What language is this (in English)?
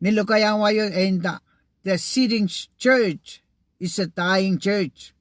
Pohnpeian